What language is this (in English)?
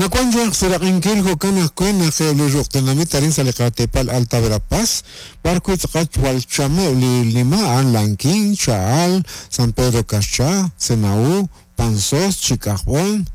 Kekchí